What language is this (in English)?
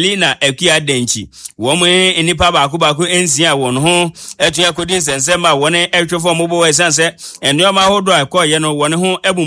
Akan